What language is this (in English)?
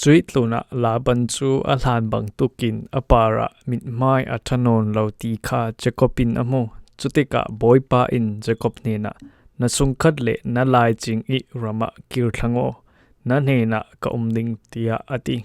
Falam Chin